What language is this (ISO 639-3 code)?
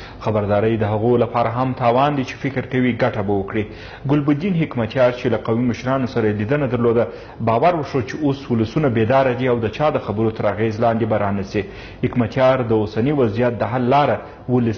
pus